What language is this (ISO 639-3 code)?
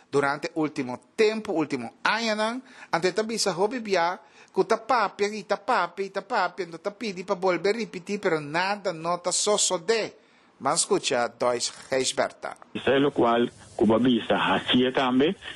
pap